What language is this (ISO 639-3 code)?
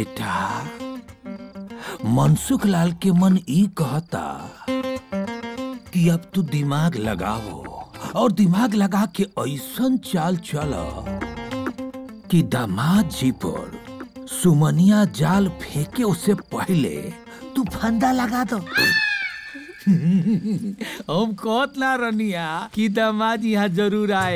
bho